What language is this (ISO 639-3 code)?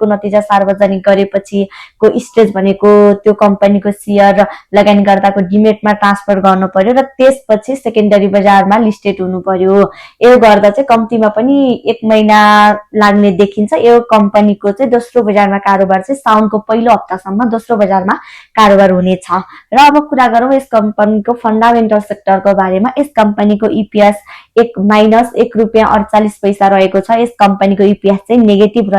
nep